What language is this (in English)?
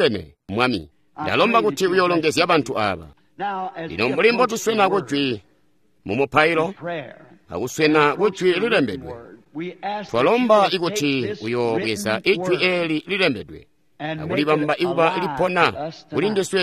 Tonga (Zambia)